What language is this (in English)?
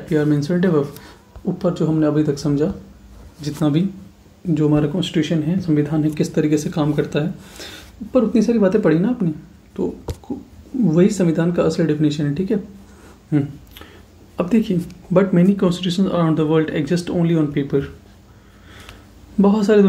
Hindi